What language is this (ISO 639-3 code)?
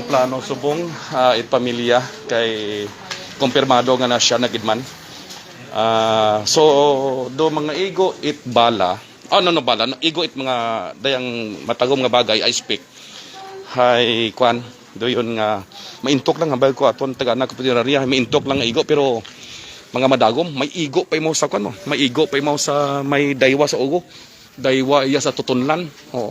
hil